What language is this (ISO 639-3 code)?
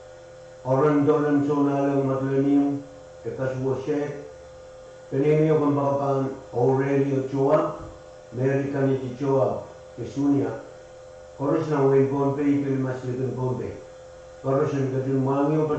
pon